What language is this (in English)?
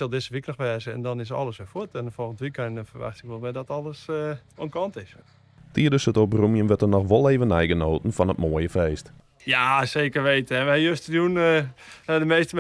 Western Frisian